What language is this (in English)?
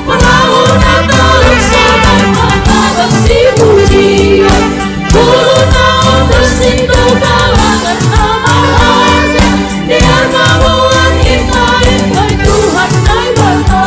Batak Simalungun